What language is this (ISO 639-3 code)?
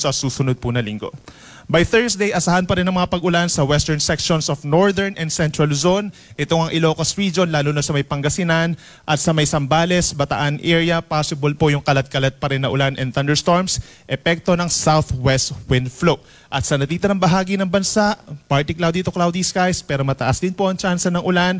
fil